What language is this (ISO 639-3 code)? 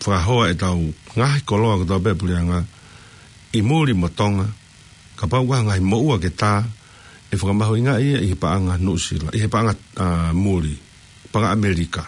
ton